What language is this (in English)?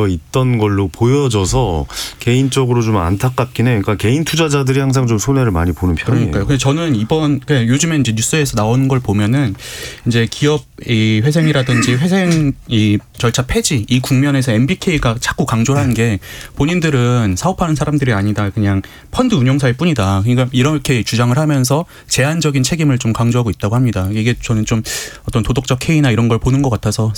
Korean